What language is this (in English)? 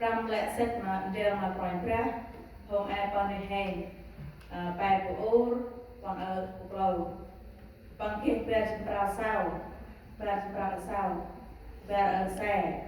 Central Mnong